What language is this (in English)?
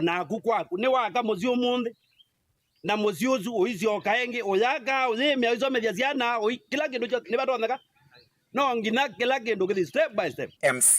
Kamba